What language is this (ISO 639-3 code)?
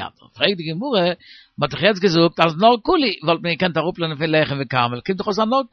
yid